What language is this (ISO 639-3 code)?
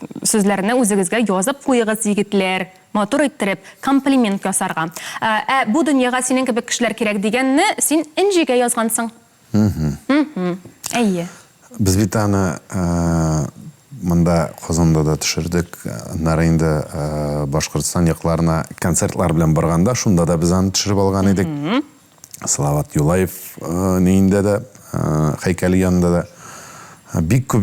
tat